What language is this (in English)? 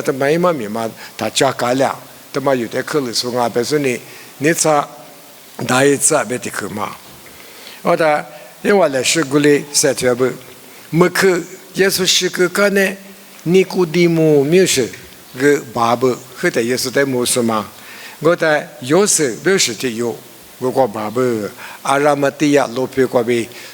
Lisu